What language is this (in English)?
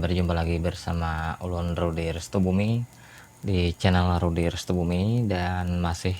Banjar